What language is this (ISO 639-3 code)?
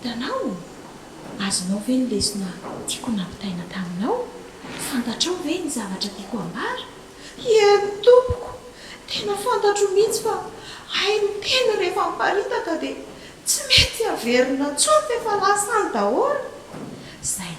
mlg